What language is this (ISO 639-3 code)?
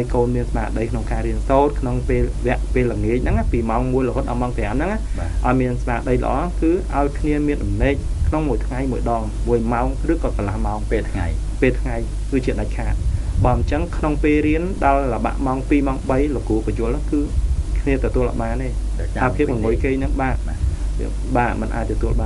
khm